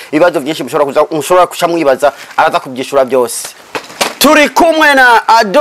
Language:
Rundi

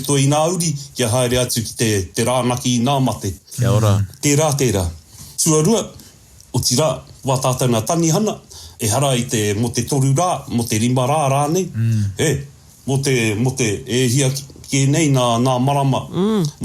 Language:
Māori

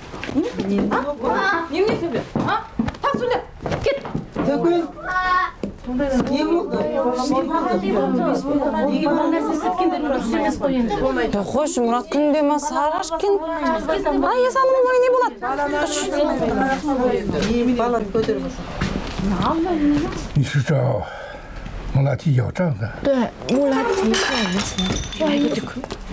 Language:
Kazakh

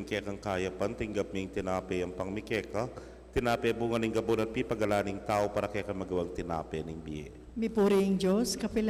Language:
Pampanga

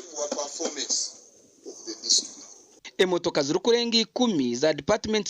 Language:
Nyankole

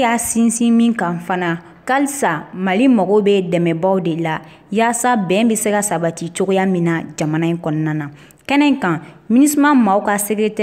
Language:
Bambara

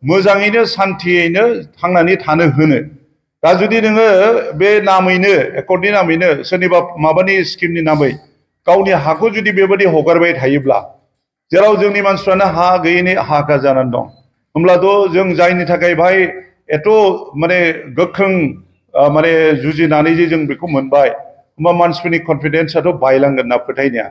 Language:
Bodo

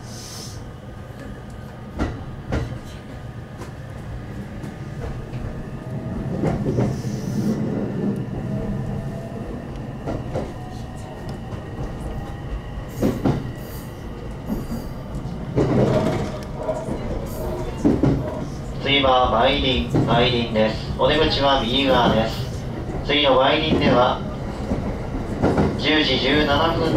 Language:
Japanese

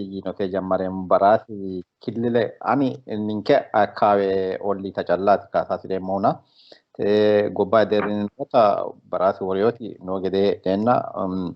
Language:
Sidamo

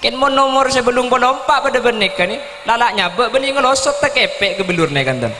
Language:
Madurese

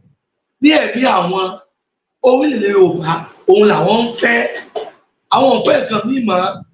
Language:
Yoruba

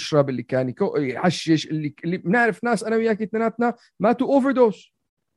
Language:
North Levantine Arabic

